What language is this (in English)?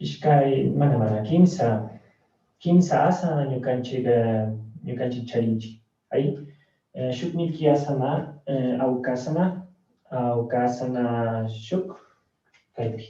Chimborazo Highland Quichua